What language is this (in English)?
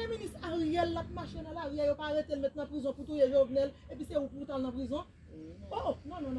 Haitian Creole